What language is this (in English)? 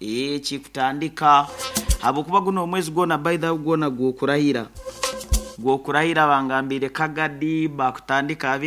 Nyankole